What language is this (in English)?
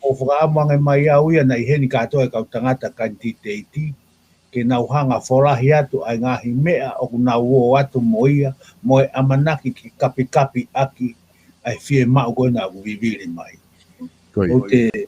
Tongan